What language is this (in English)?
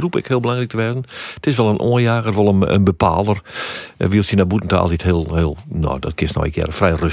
Western Frisian